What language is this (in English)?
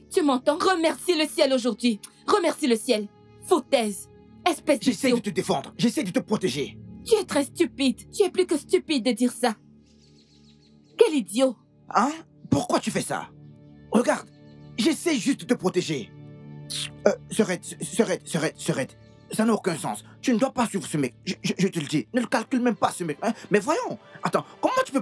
French